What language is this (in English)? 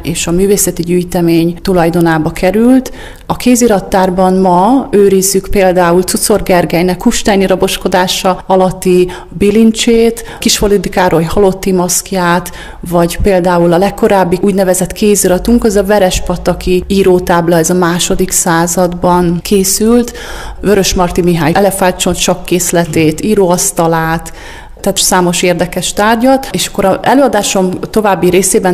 Hungarian